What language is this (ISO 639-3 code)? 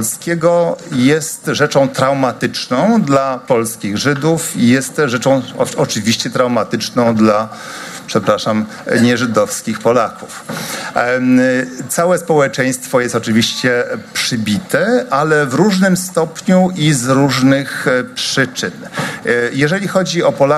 pol